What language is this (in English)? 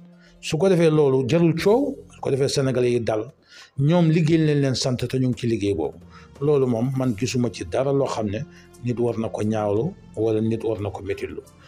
Wolof